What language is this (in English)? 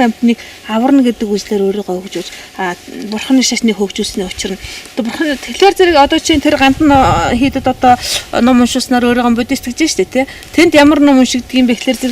Mongolian